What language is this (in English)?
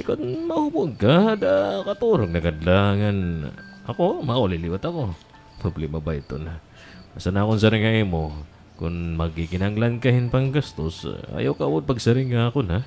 Waray